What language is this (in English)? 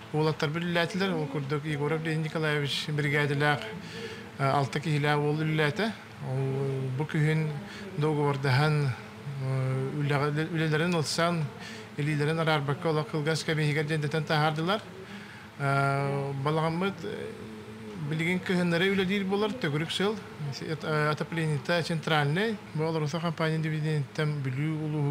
Yakut